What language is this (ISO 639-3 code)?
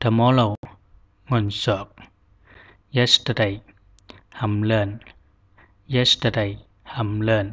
zha